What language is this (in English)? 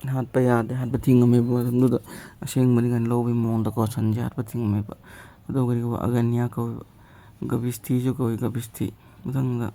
Manipuri